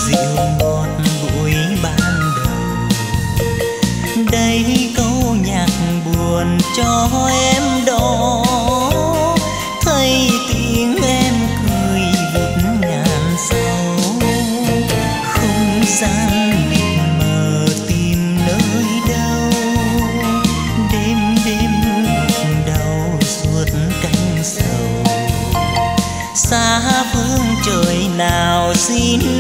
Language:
Vietnamese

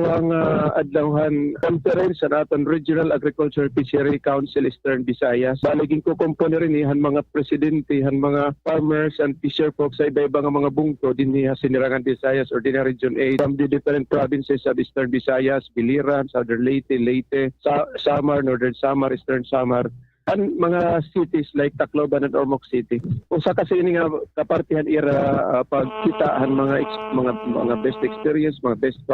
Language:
Waray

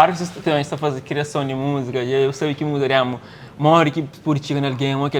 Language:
Kabuverdianu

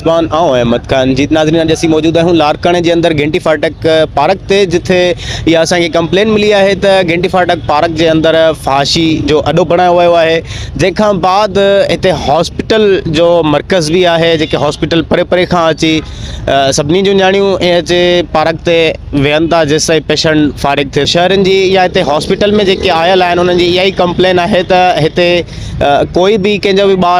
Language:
Sindhi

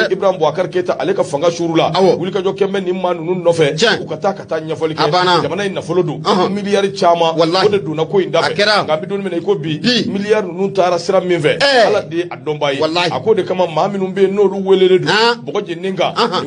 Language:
Bambara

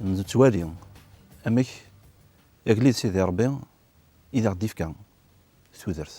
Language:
Kabyle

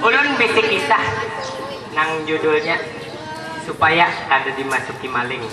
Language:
Banjar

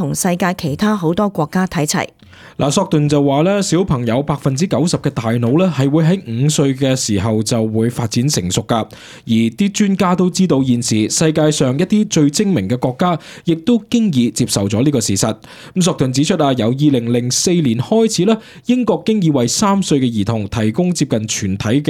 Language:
Cantonese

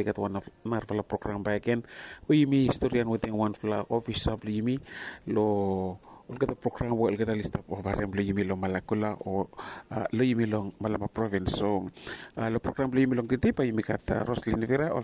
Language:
Bislama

